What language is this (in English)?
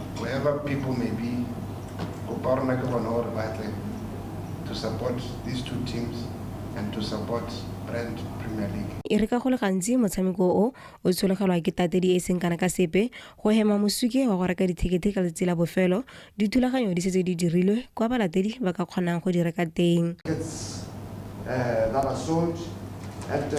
Tswana